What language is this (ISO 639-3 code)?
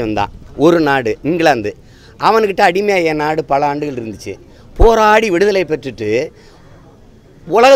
tam